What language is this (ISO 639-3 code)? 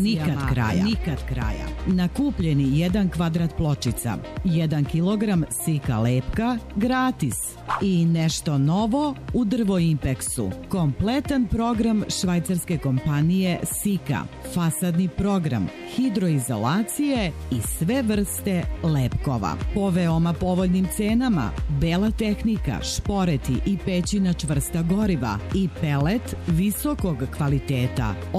srp